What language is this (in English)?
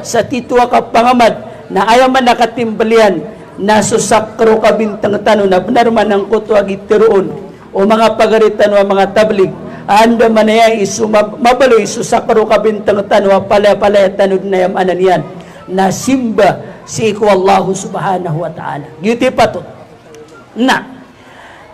Maranao